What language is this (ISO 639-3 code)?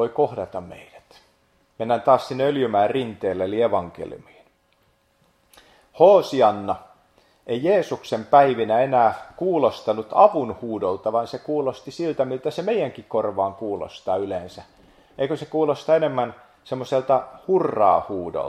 fin